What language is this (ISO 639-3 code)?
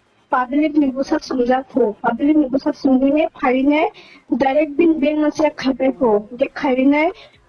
ria